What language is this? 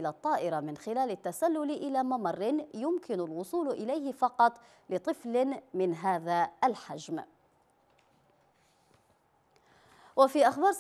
Arabic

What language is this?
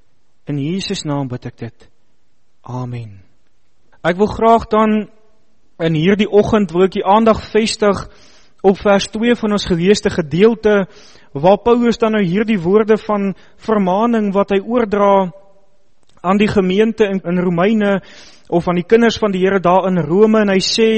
Afrikaans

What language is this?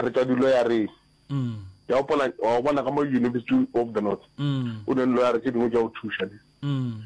Northern Sotho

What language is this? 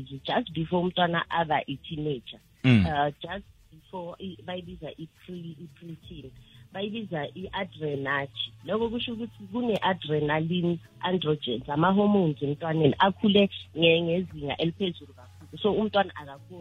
South Ndebele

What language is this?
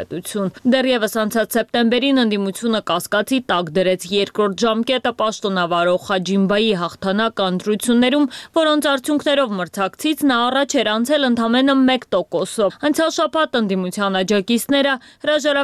Armenian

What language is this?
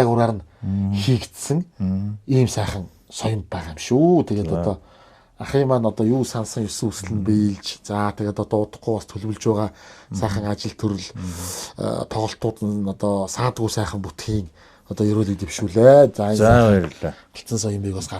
Mongolian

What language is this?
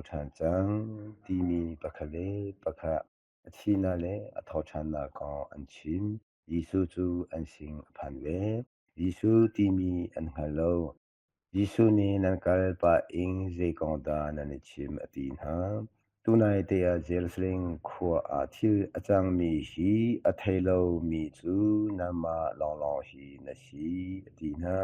Hakha Chin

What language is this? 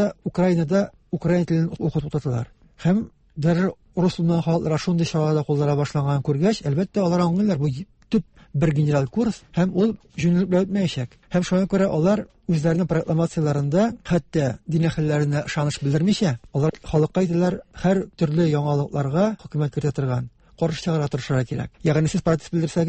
Tatar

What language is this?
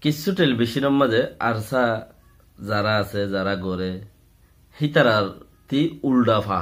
Rohingya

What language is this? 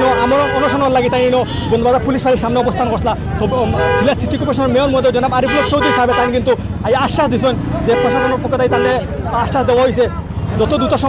Sylheti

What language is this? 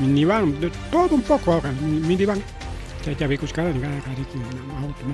Ayacucho Quechua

